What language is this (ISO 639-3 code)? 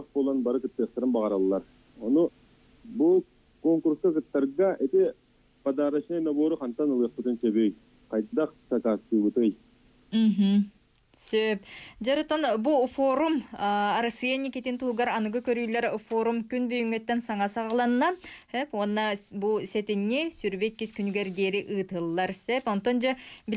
sah